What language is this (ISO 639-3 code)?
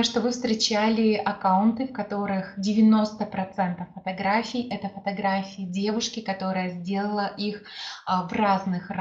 rus